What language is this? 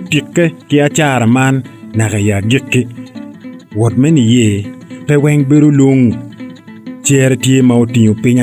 Acoli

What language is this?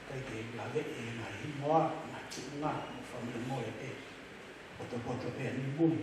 Tongan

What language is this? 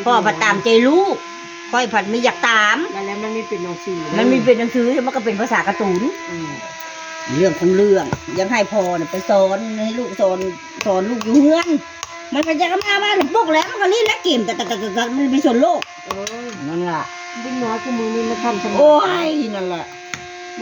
Northeastern Thai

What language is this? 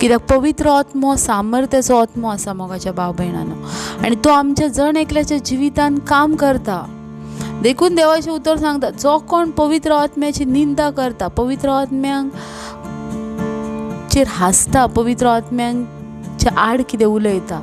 Konkani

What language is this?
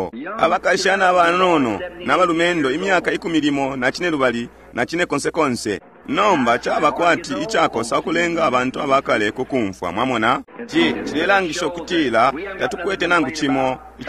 Bemba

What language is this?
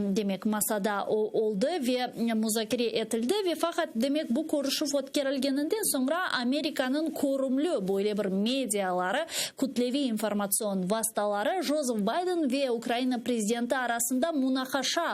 Crimean Tatar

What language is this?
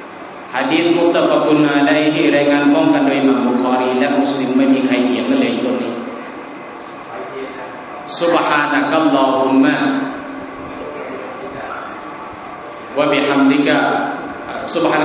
Thai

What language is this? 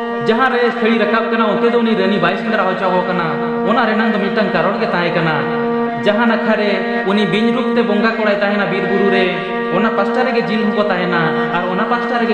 Santali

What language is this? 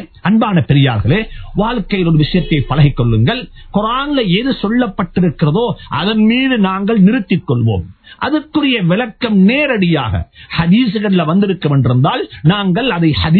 Tamil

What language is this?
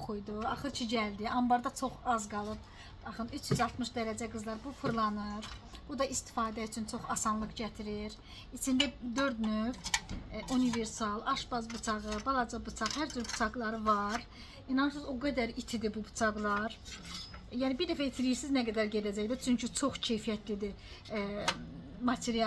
Azerbaijani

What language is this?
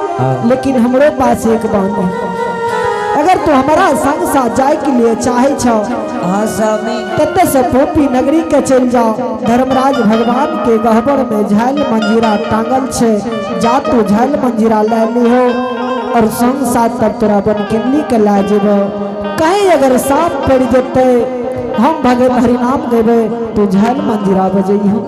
Angika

